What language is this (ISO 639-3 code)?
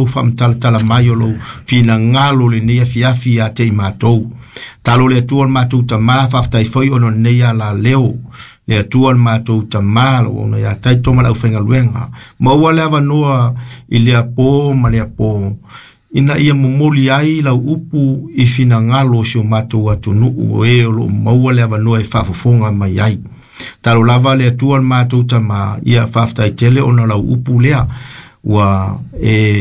smo